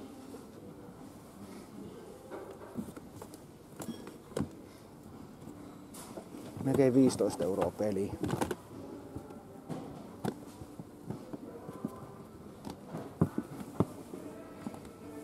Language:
Finnish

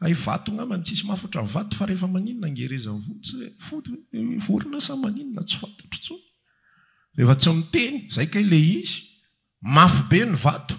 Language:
Malagasy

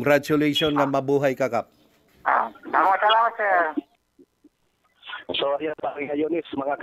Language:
Filipino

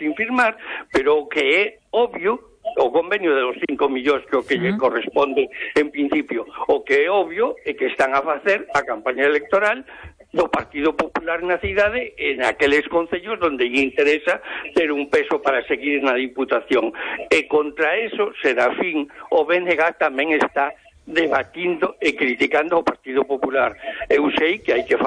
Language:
Galician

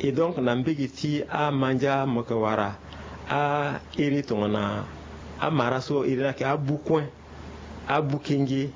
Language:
Sango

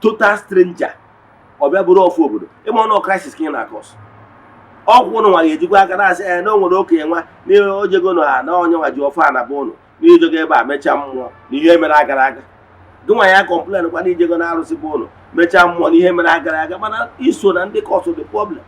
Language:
Igbo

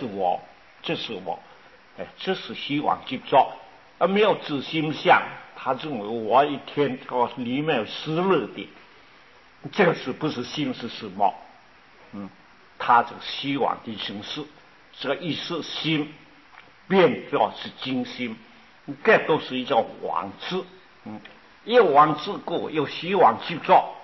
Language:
Chinese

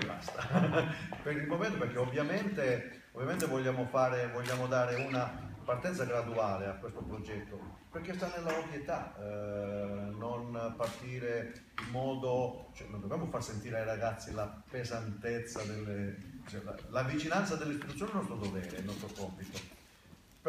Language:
Italian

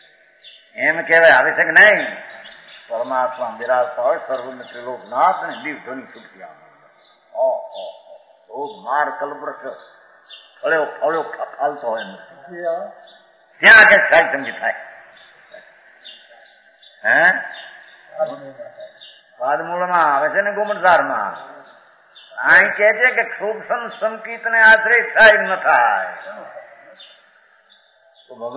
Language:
Gujarati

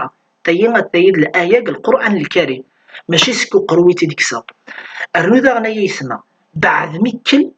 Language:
Kabyle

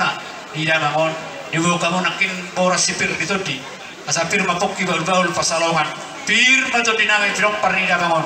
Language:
Batak Toba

